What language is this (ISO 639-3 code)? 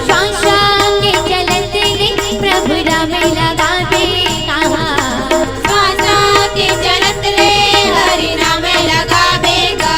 hne